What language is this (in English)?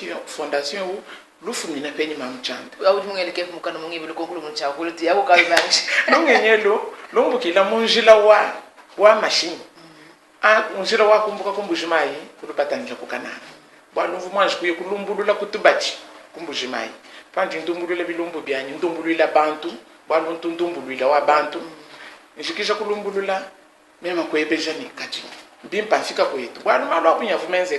Luba-Lulua